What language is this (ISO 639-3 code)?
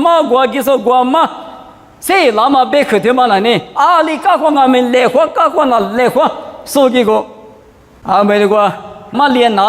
lis